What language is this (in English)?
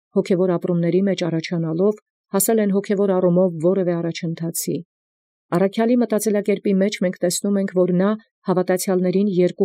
Armenian